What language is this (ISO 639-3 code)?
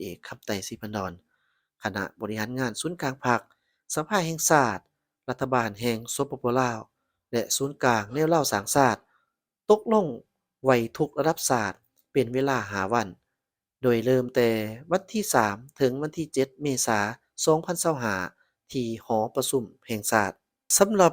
lao